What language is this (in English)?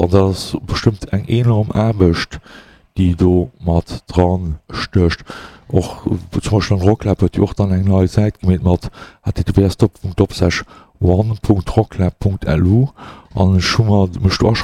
Luxembourgish